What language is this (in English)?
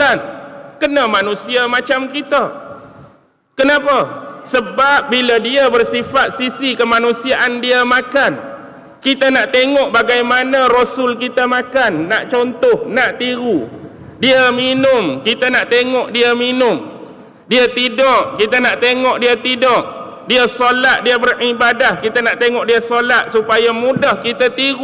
Malay